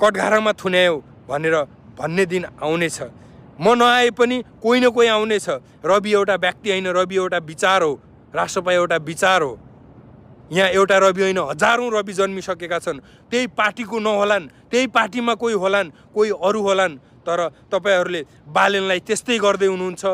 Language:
Nepali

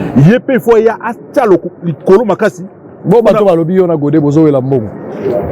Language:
Lingala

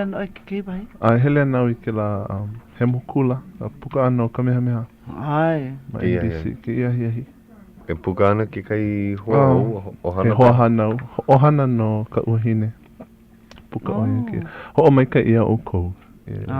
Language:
Hawaiian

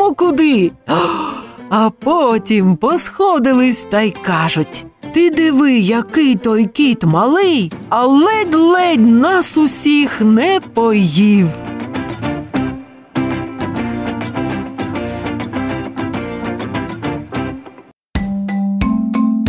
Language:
Ukrainian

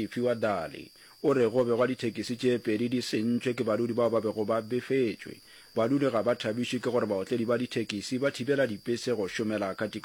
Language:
Northern Sotho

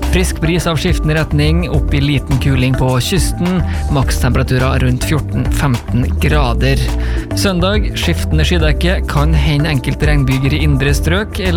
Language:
Norwegian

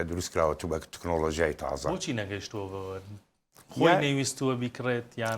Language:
Central Kurdish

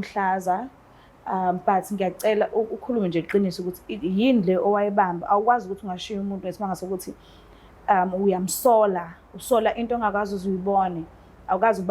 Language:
Zulu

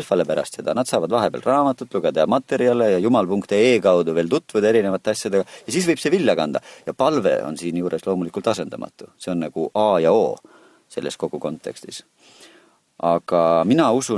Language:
Estonian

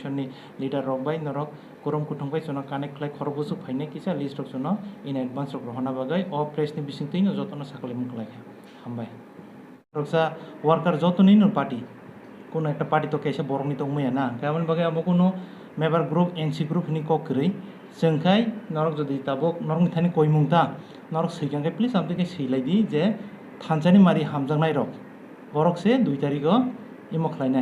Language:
Kok Borok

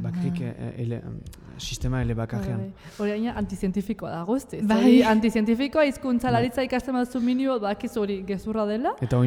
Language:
Basque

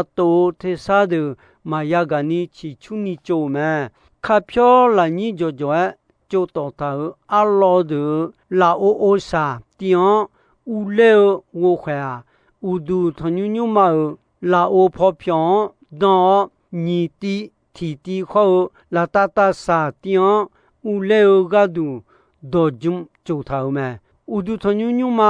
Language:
Akha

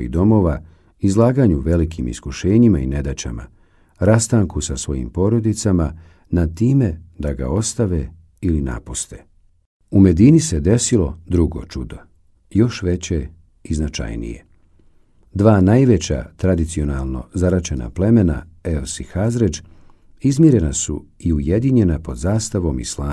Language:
Bosnian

